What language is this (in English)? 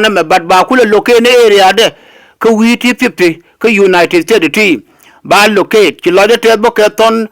Nuer